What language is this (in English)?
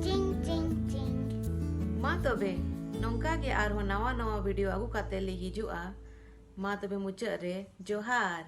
Santali